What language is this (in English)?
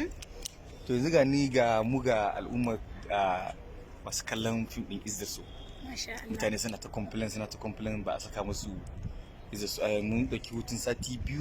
Hausa